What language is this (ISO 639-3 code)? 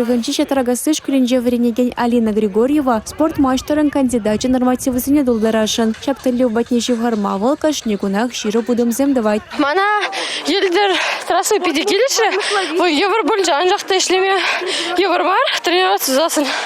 chv